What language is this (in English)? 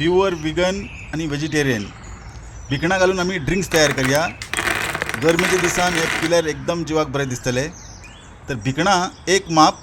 Konkani